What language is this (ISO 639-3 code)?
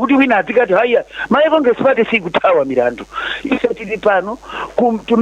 nya